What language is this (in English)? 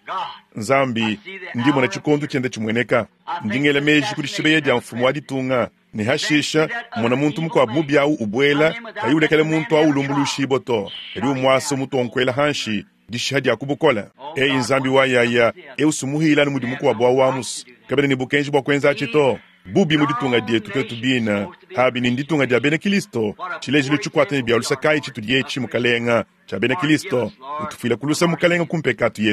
Luba-Lulua